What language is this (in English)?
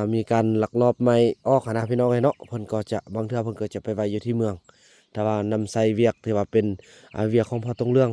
Lao